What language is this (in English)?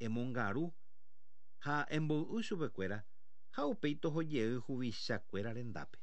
Guarani